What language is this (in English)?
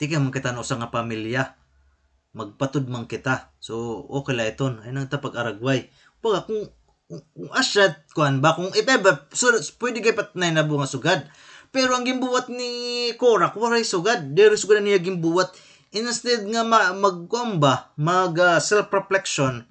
Waray